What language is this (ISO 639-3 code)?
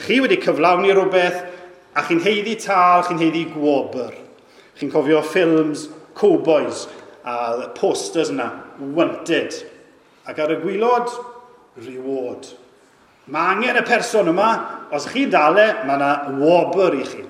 cym